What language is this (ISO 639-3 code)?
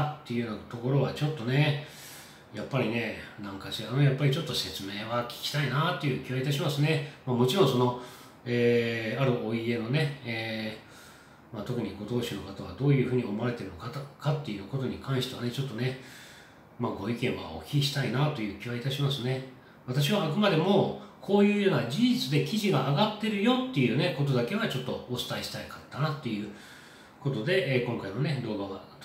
jpn